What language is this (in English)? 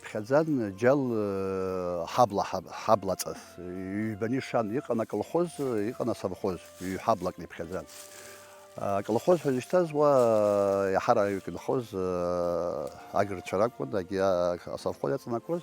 Abkhazian